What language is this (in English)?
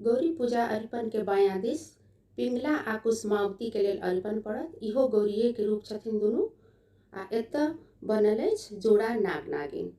Maithili